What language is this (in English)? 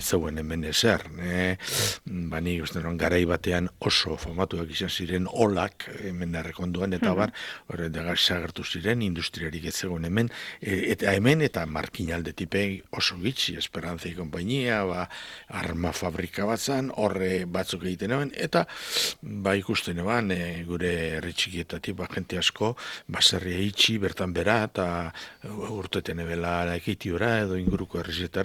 Basque